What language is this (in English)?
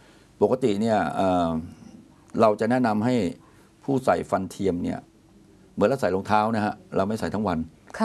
Thai